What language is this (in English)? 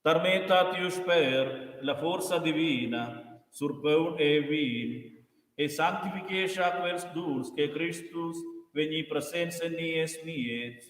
Romansh